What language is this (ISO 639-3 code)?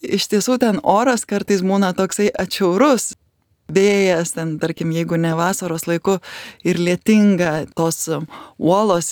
lit